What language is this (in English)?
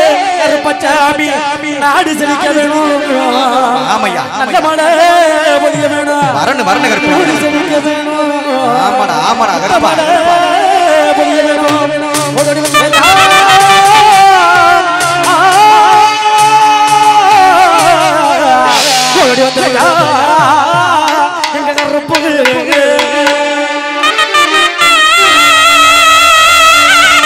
Tamil